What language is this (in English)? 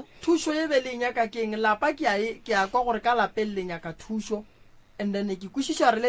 Northern Sotho